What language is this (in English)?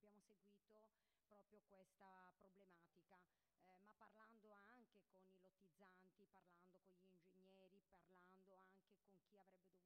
Italian